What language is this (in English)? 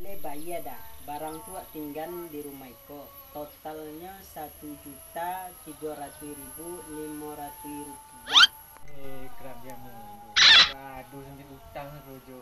Minangkabau